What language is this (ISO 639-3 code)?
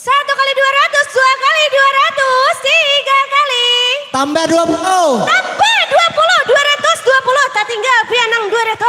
bjn